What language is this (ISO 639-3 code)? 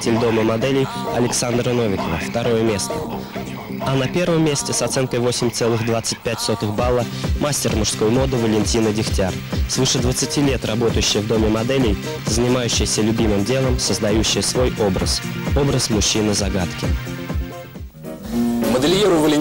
rus